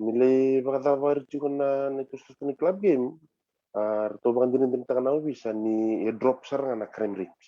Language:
Fijian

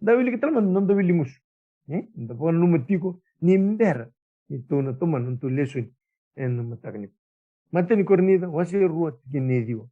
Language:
Fijian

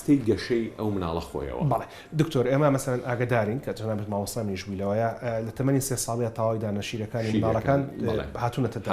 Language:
Central Kurdish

